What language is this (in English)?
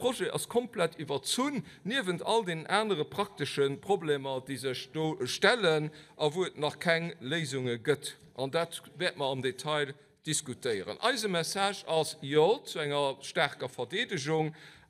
Luxembourgish